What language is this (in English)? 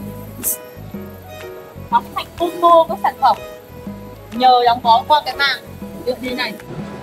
Vietnamese